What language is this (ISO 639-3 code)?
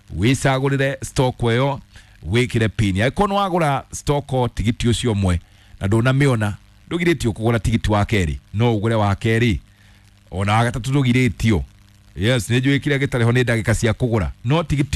kik